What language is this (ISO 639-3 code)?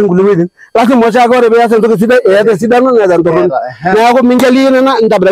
mas